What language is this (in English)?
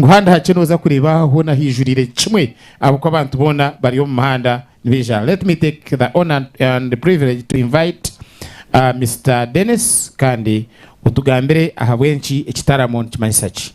Nyankole